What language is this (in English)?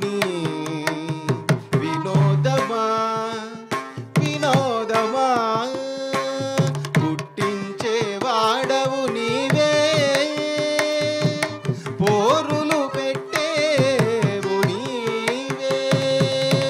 Telugu